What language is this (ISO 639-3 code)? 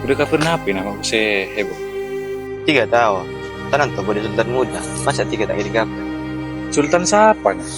mad